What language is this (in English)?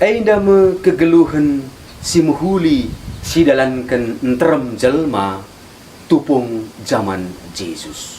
Batak Karo